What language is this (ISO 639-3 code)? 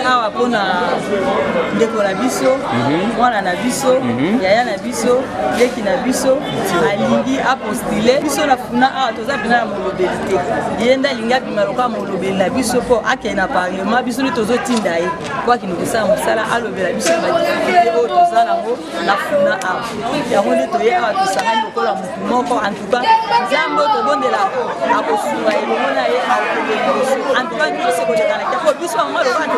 lin